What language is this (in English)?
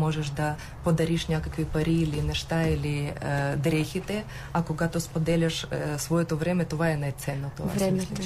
Bulgarian